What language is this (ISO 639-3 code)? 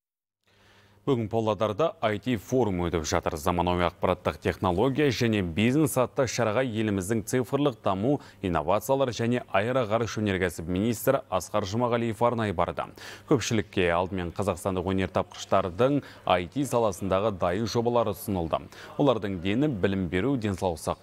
kaz